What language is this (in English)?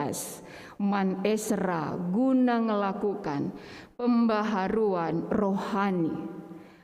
Batak Karo